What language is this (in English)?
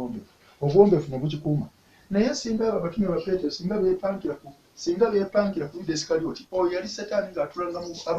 Ganda